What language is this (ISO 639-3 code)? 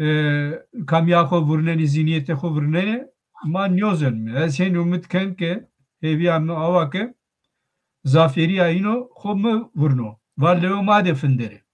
zza